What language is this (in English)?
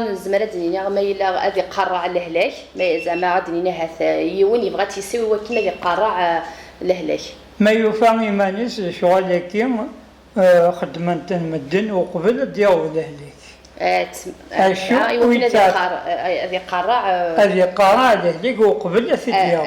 Kabyle